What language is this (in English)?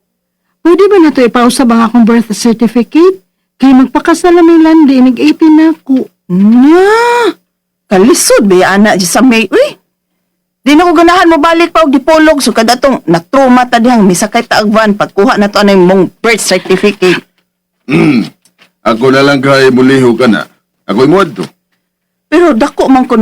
Cebuano